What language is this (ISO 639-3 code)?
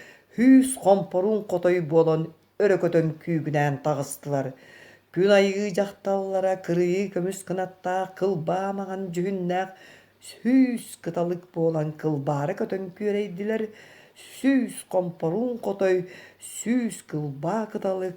sah